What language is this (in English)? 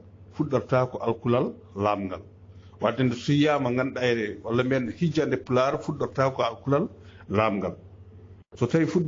Fula